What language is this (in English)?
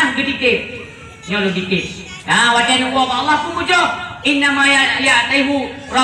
Achinese